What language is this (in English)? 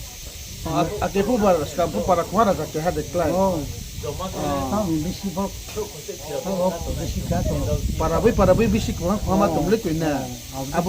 Riang (India)